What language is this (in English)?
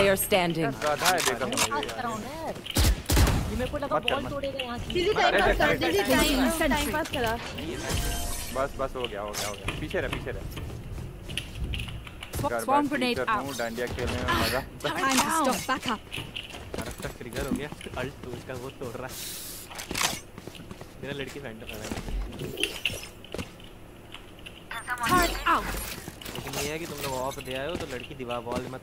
Hindi